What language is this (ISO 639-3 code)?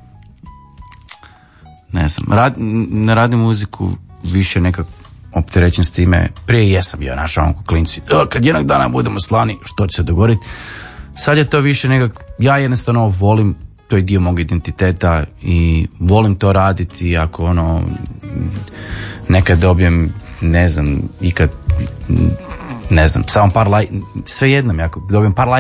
hrv